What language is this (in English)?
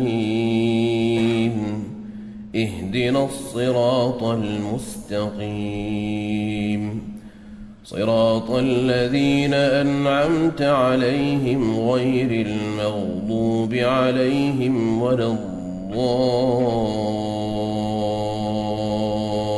Arabic